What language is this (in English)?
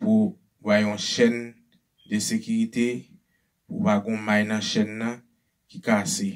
Haitian Creole